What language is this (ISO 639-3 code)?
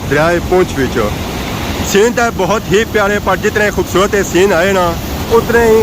phr